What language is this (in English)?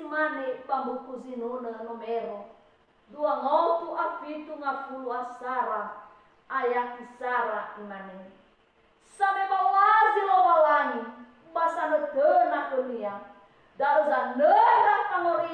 Nias